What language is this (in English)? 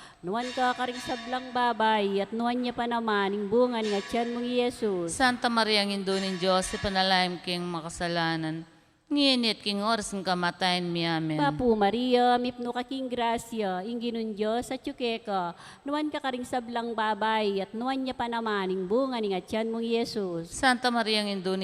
Pampanga